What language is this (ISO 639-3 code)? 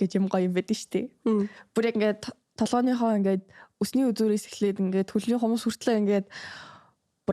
mon